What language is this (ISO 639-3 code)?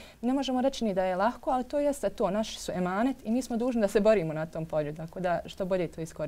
bos